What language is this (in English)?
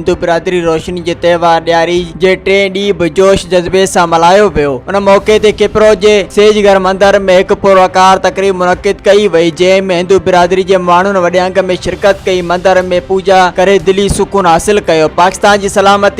Sindhi